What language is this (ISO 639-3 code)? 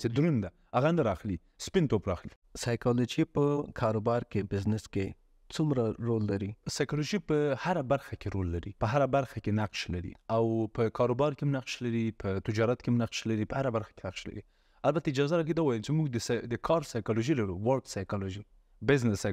pus